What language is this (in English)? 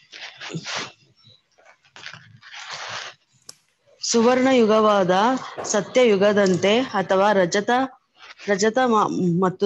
Kannada